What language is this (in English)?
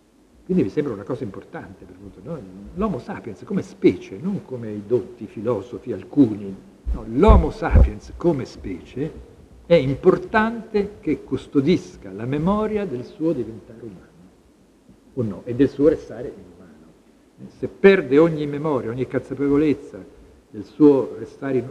Italian